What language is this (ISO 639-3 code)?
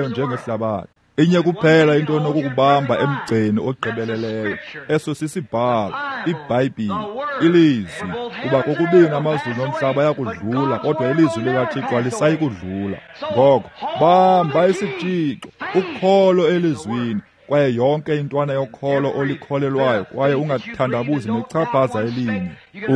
xho